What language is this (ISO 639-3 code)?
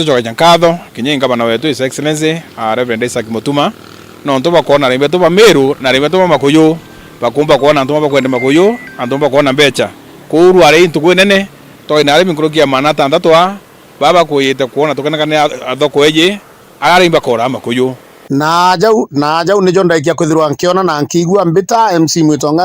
mer